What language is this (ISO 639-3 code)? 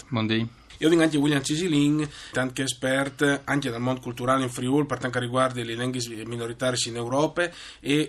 fur